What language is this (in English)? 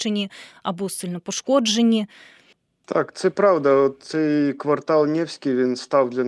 Ukrainian